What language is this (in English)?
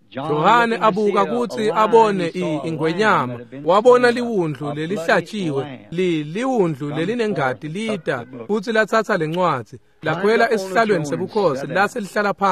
Swati